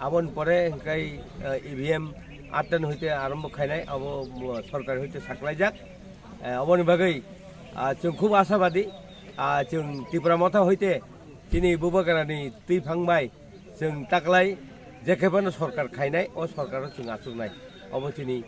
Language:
Kok Borok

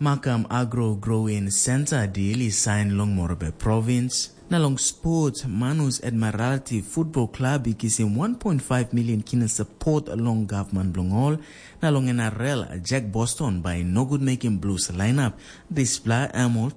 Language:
Tok Pisin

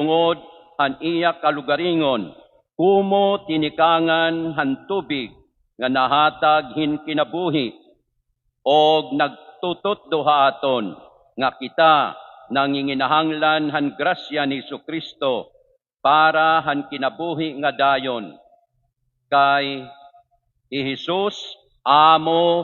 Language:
Waray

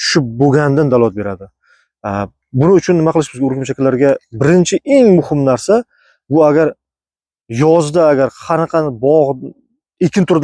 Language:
Uzbek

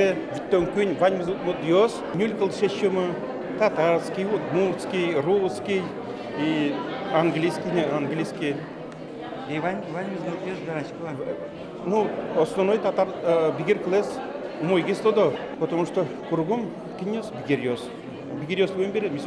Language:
Udmurt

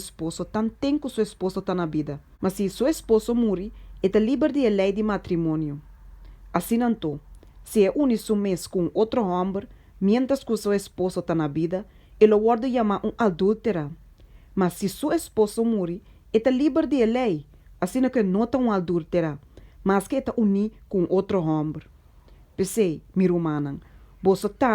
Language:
Papiamento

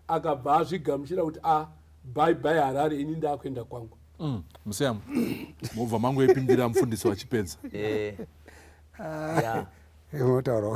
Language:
Shona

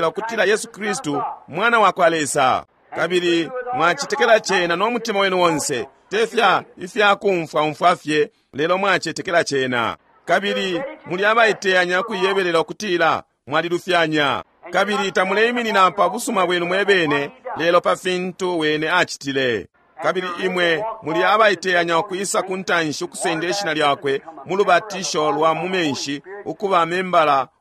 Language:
Bemba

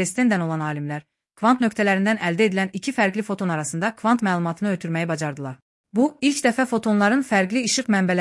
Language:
Azerbaijani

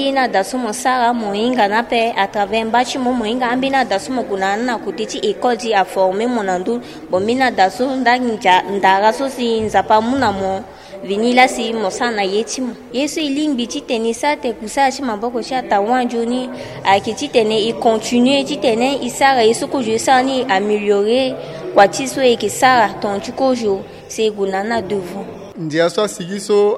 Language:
Sango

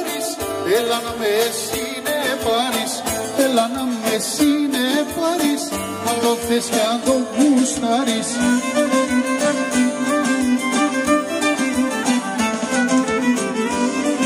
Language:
Greek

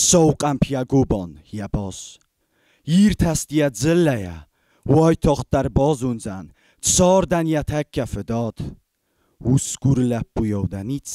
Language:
Ossetic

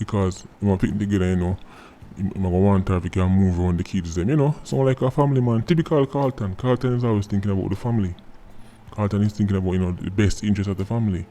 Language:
Jamaican Creole English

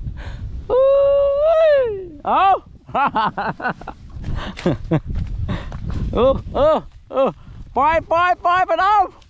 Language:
Northeastern Thai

